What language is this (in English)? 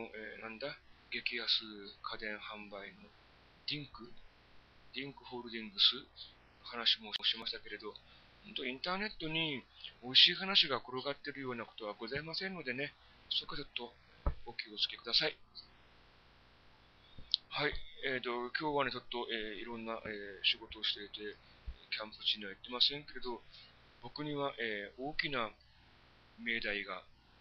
Japanese